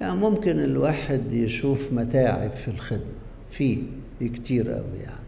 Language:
Egyptian Arabic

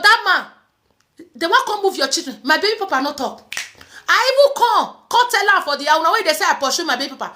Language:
Nigerian Pidgin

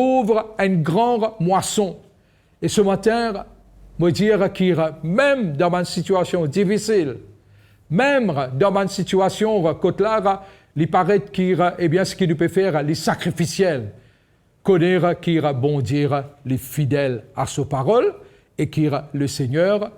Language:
Morisyen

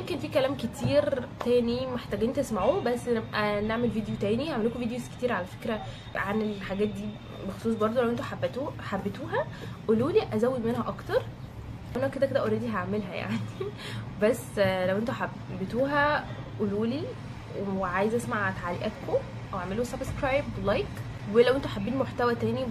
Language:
Egyptian Arabic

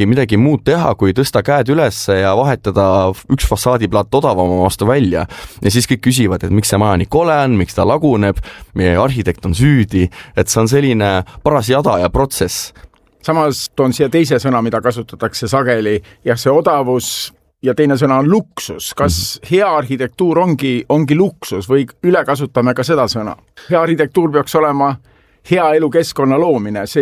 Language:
Estonian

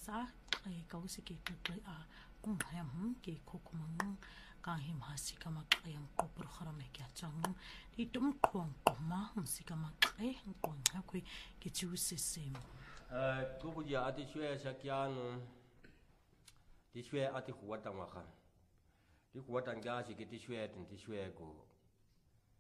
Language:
Swahili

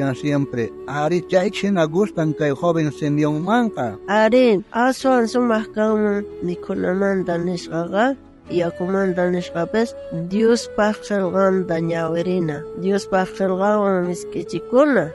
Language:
South Bolivian Quechua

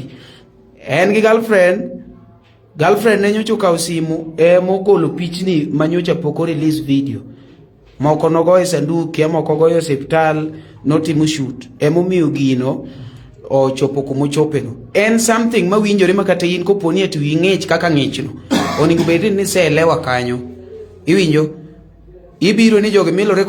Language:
Luo (Kenya and Tanzania)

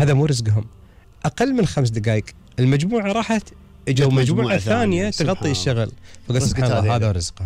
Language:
Gulf Arabic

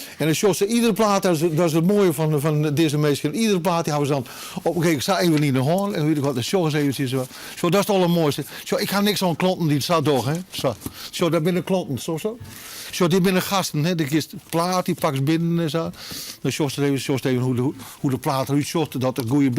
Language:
Western Frisian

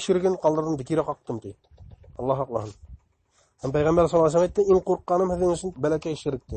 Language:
Bashkir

